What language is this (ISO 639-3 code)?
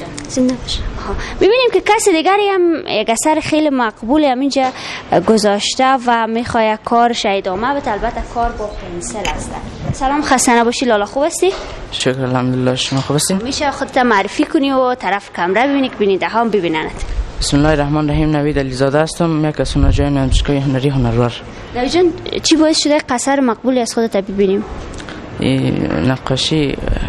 fas